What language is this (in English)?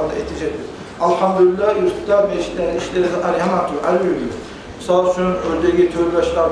Kumyk